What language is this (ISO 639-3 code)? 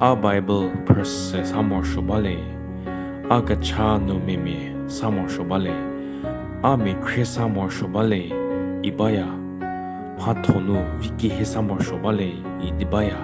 njm